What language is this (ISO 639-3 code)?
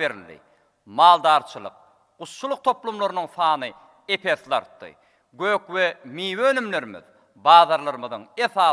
tuk